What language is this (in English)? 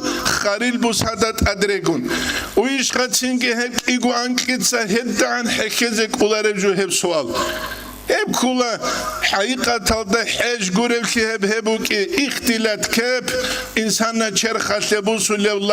Avaric